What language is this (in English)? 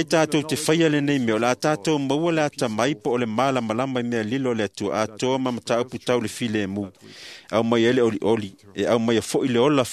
Samoan